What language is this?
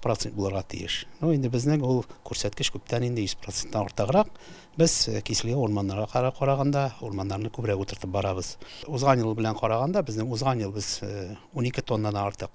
Tatar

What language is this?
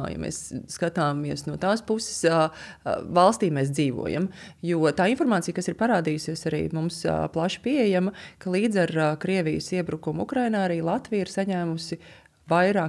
Latvian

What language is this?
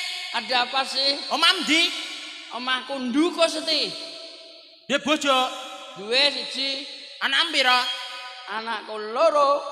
Javanese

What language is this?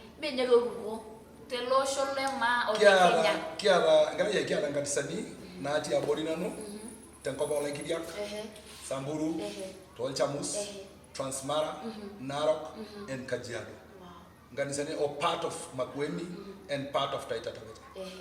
Masai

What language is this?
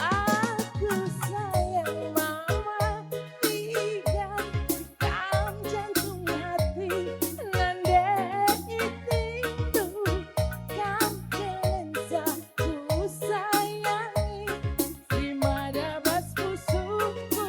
Batak Karo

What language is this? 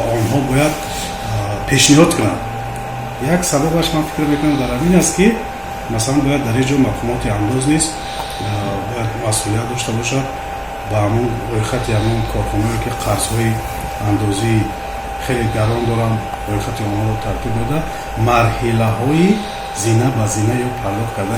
Tajik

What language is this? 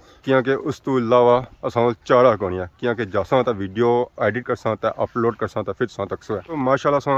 Pahari-Potwari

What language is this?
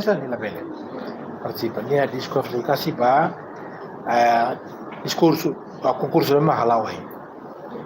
Tetum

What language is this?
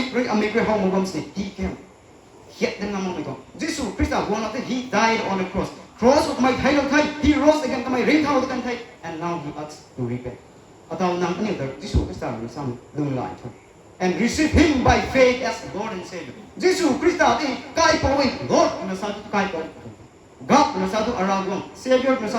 Rongmei Naga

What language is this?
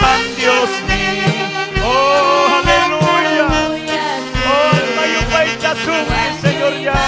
Ayacucho Quechua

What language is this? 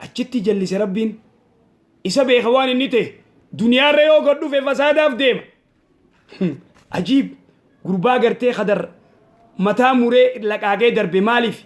Oromo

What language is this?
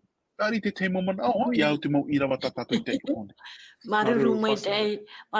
Tahitian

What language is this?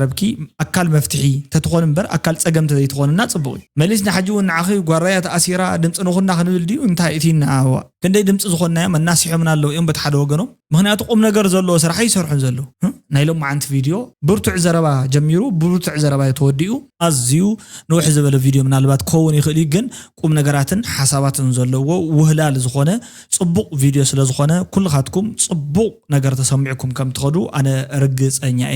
Tigrinya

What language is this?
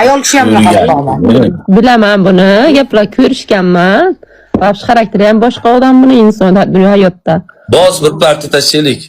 Uzbek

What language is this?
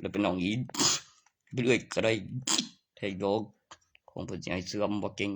Northeastern Thai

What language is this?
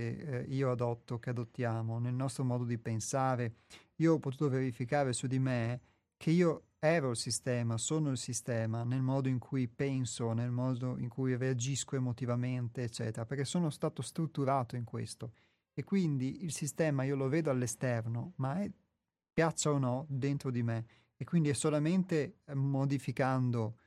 Italian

